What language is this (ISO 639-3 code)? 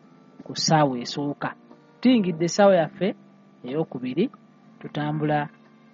lug